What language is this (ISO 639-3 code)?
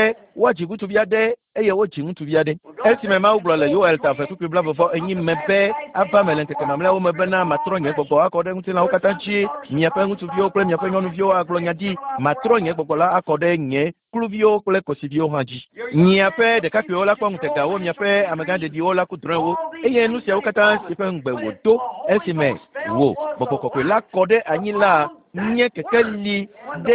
ewe